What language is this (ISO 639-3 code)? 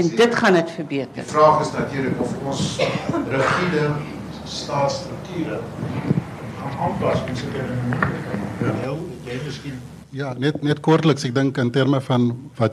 afr